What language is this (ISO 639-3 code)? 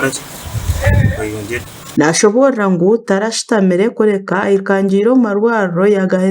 nyn